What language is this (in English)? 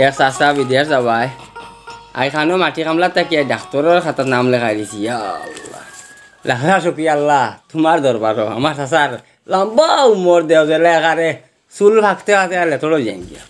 Sylheti